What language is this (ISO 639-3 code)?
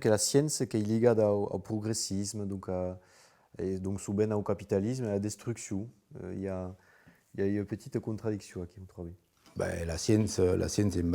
oci